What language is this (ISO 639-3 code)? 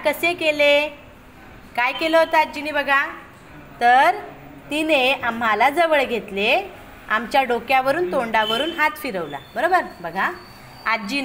mar